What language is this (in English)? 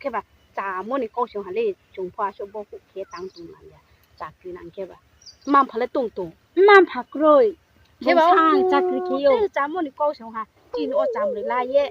Riang (India)